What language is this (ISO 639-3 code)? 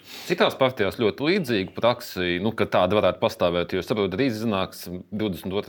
lav